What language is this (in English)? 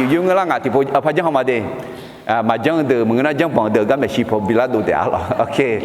Akha